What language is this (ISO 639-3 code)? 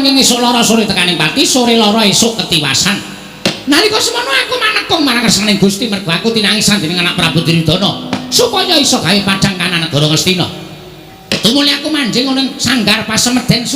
jav